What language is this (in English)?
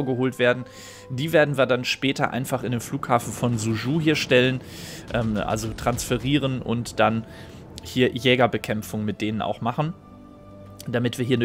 German